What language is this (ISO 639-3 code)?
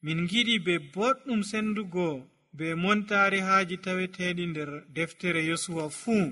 fuv